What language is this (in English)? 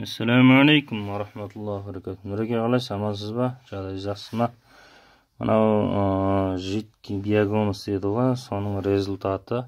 Kazakh